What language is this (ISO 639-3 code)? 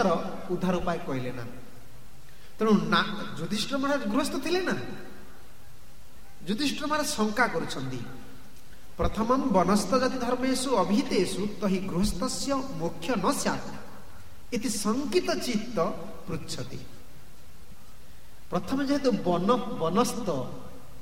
ori